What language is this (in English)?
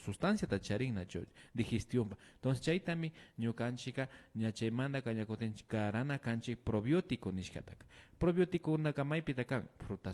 Imbabura Highland Quichua